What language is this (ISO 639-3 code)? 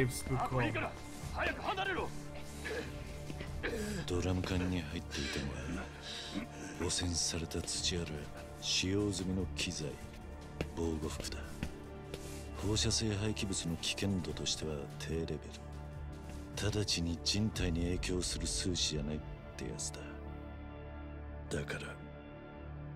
jpn